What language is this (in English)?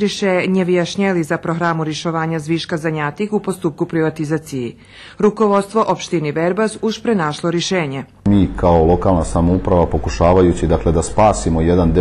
Rusyn